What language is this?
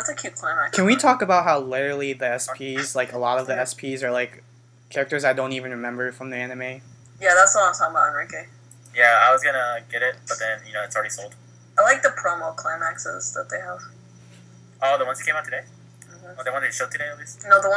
English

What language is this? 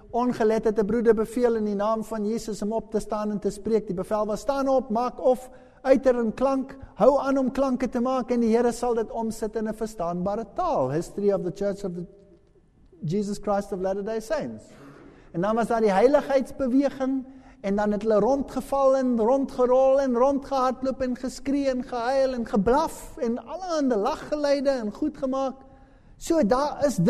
Afrikaans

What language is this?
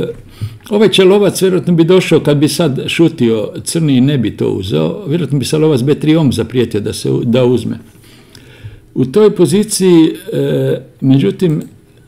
Croatian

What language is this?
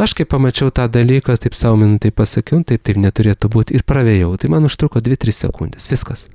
Lithuanian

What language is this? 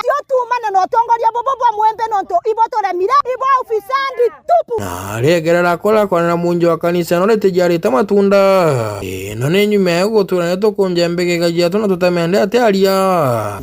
Meru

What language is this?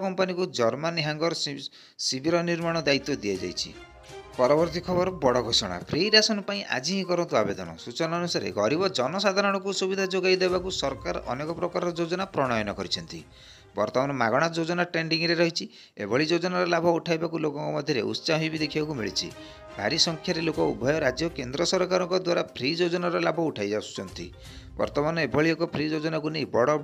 Odia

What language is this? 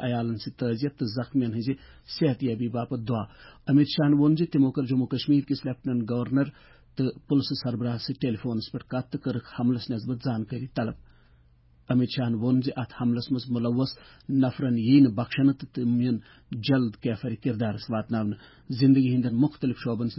Kashmiri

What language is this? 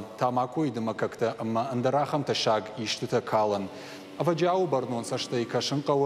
Ossetic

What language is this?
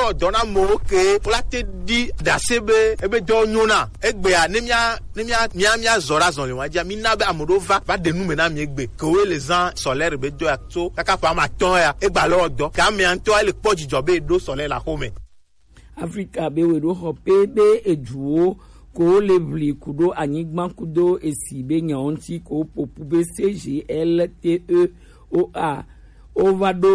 Gen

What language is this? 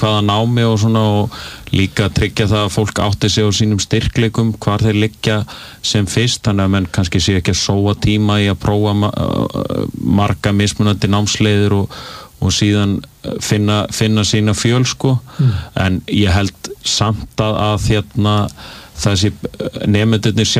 Icelandic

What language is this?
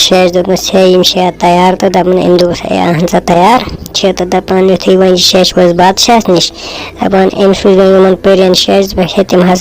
Kashmiri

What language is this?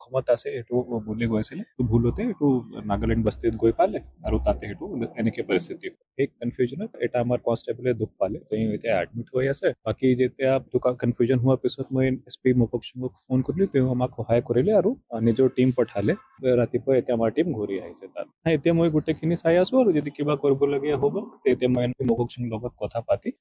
Assamese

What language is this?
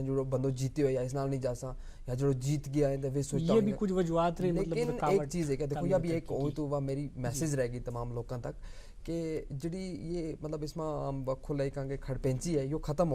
Gujari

